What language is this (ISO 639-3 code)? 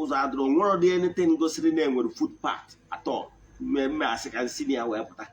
ibo